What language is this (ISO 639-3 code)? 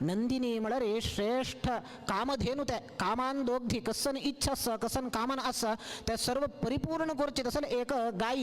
kok